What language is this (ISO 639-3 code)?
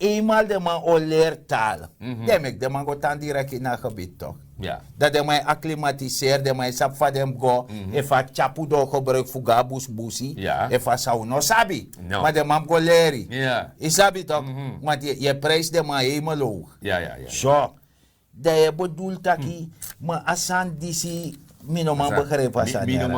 srn